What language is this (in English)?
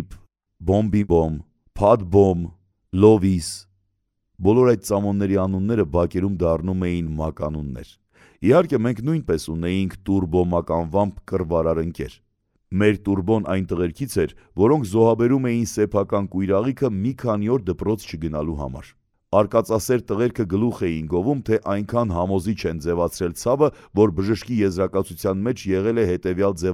Armenian